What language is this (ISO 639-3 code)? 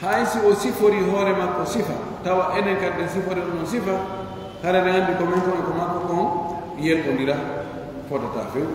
fuf